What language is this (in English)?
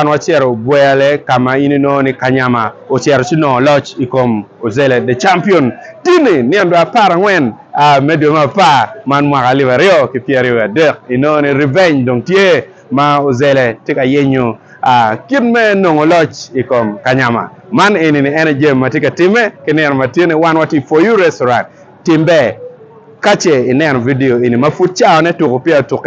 Acoli